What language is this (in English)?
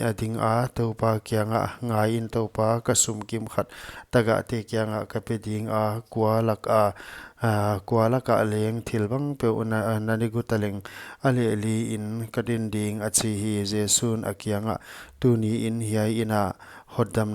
Paite Chin